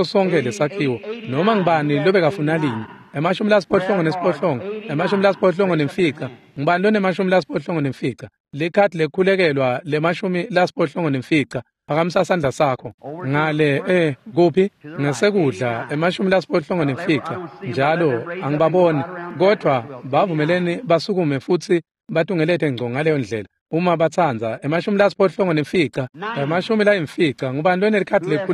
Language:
Swati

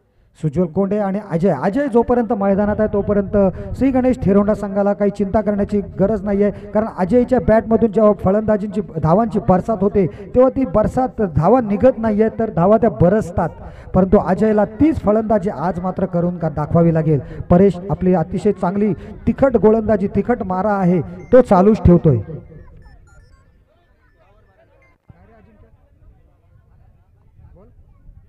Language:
Marathi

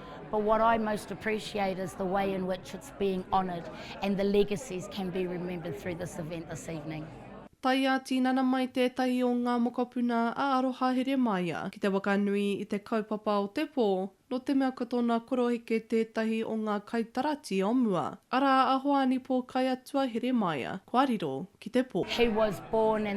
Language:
Māori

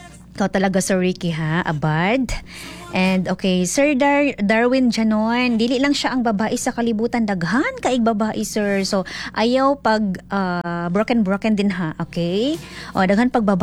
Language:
Cebuano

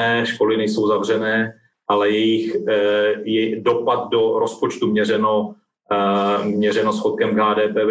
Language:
Czech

